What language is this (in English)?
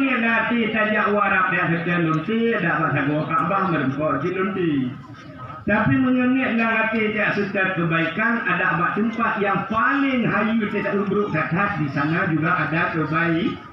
Achinese